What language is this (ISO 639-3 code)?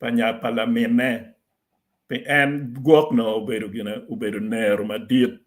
ach